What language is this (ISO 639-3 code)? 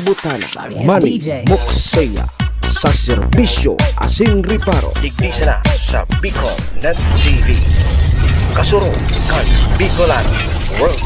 bik